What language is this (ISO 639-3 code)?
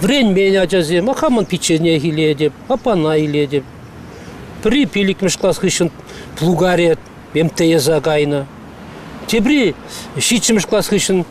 chv